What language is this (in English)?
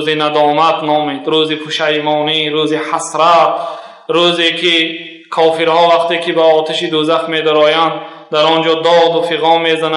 Tajik